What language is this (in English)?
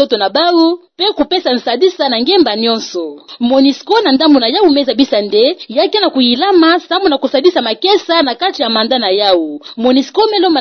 Kituba (Democratic Republic of Congo)